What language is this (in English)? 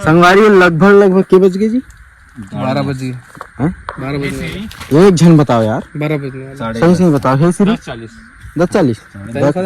Chhattisgarhi